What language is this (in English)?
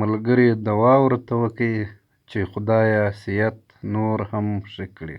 Pashto